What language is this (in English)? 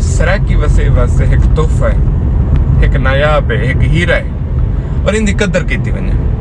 Saraiki